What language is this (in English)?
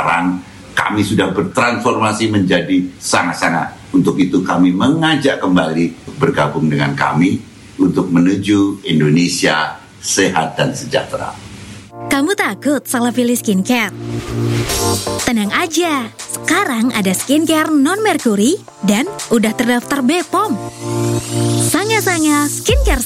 Indonesian